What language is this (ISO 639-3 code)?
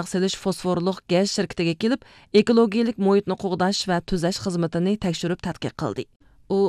uig